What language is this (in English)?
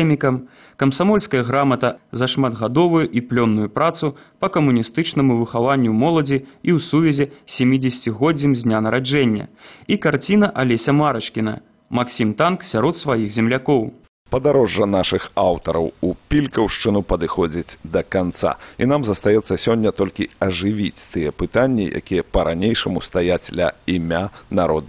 Belarusian